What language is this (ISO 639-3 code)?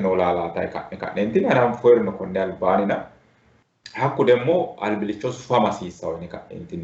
sid